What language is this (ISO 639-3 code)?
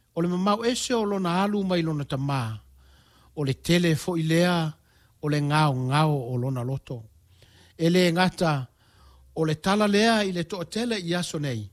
smo